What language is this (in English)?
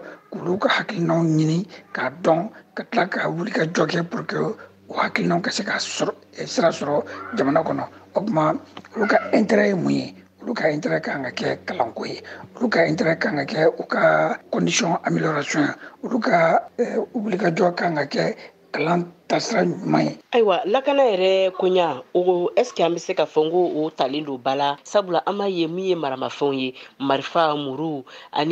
Bambara